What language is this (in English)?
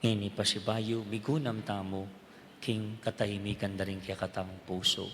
Pampanga